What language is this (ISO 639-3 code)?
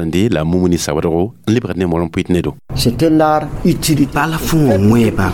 mos